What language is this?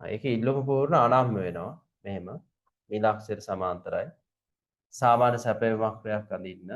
Sinhala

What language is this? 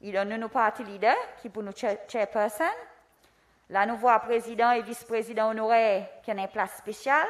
Seselwa Creole French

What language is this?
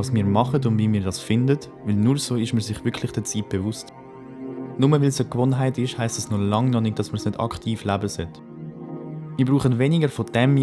Swiss German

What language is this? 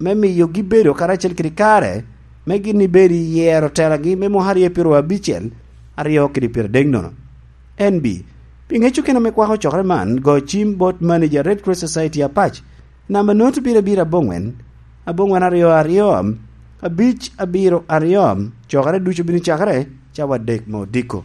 Lango (Uganda)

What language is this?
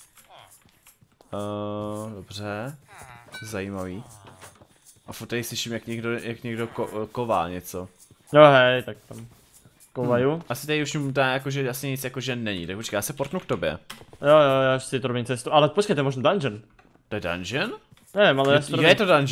Czech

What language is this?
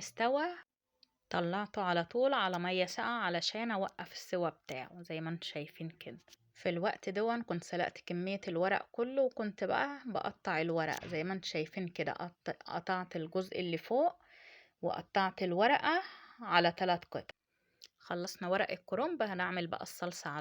Egyptian Arabic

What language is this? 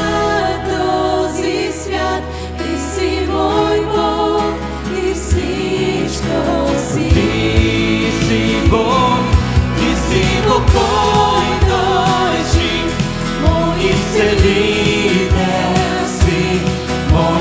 Bulgarian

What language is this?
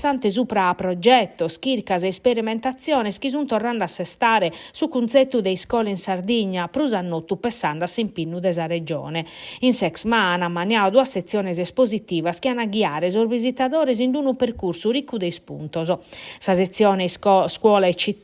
Sardinian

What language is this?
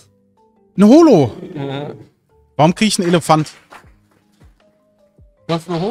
German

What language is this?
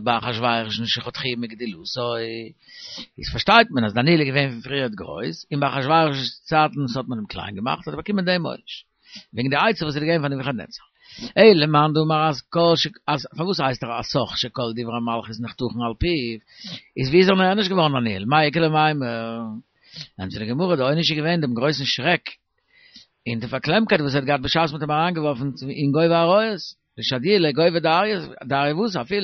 Yiddish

